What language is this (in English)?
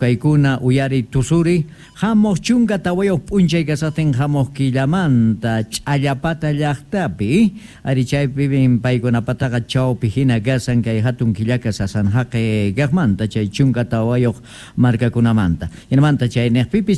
Quechua